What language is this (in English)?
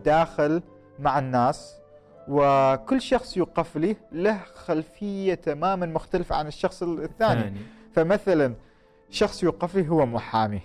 Gulf Arabic